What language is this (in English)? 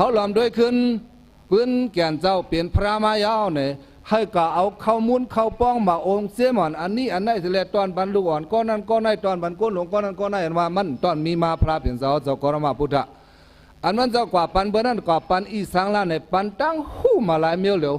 Shan